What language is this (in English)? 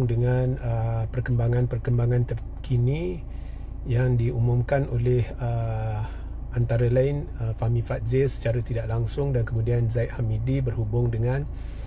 Malay